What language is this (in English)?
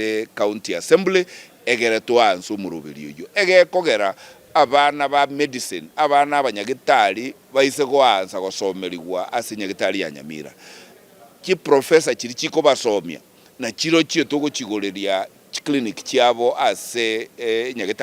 Gusii